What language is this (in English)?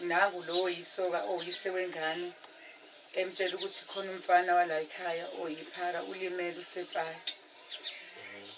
Zulu